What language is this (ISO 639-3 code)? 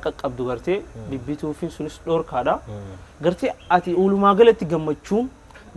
orm